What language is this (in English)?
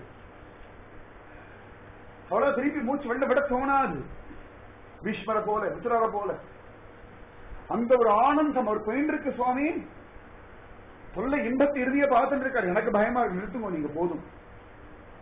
Tamil